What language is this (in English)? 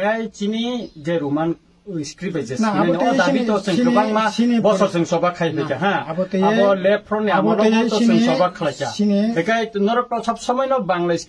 Riang (India)